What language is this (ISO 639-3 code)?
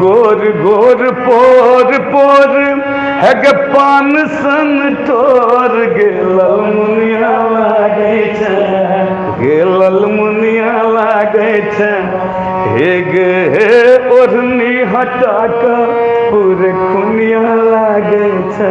mai